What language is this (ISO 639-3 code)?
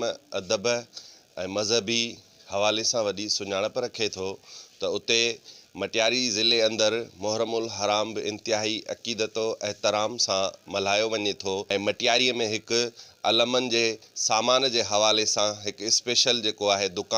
snd